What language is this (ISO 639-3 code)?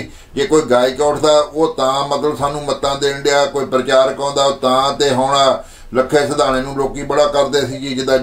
pan